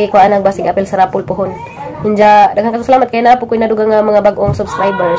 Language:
Cebuano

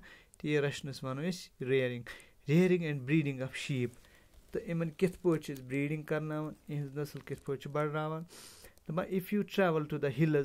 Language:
Kashmiri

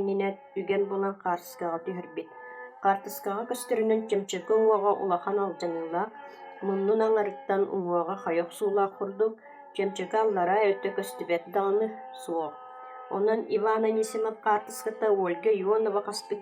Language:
Yakut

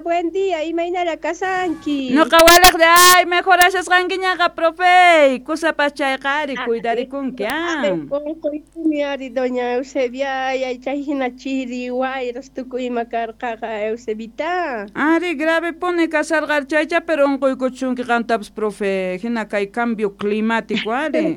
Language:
South Bolivian Quechua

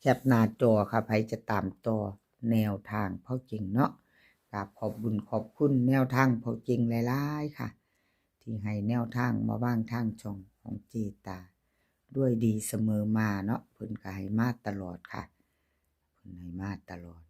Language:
Northeastern Thai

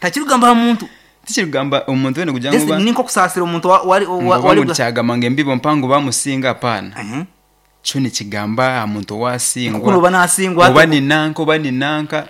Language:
Nyankole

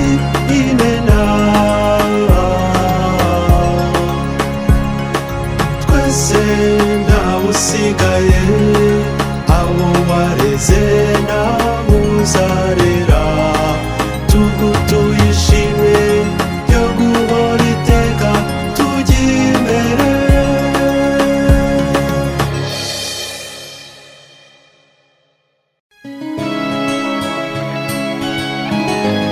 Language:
Kinyarwanda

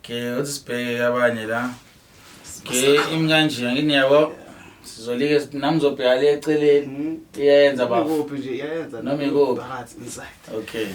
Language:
Zulu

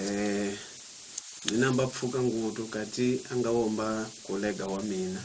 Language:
Tsonga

